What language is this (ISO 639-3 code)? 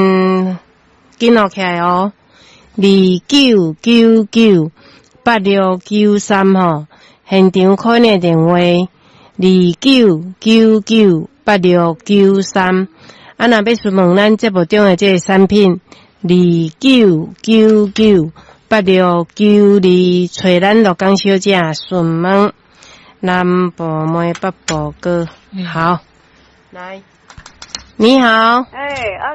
nan